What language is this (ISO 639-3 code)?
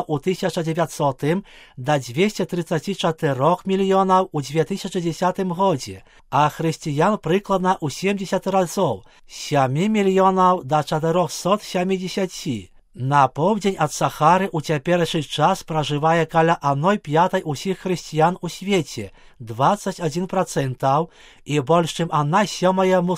bel